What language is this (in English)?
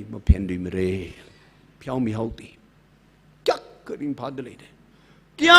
Tangkhul Naga (India)